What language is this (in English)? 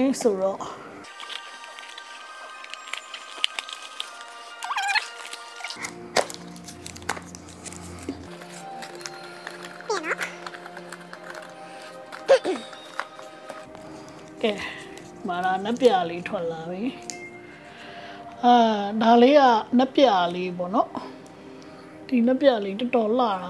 Burmese